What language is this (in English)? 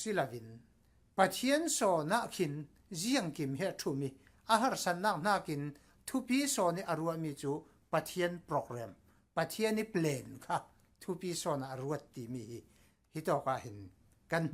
Falam Chin